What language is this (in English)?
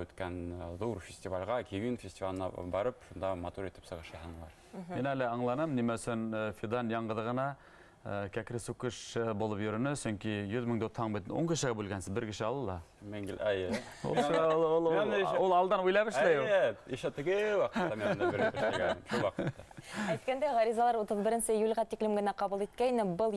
Bashkir